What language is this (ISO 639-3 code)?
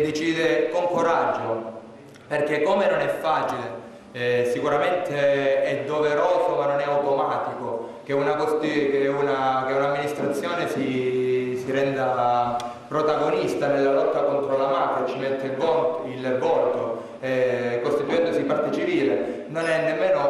ita